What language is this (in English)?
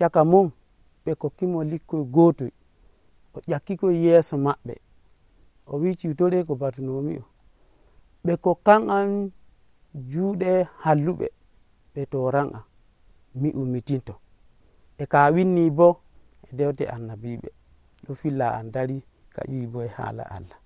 Nigerian Fulfulde